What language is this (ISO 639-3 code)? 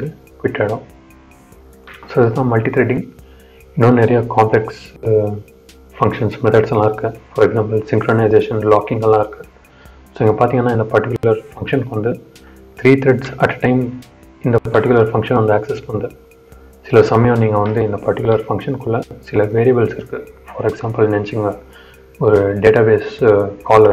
tam